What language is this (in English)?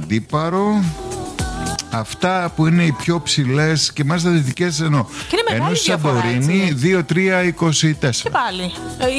Greek